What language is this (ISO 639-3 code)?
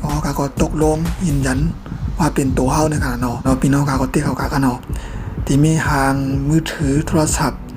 shn